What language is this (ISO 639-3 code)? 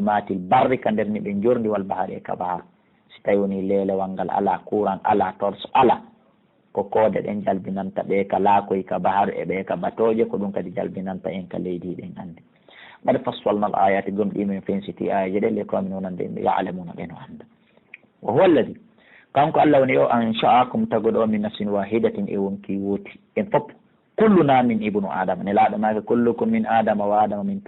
ful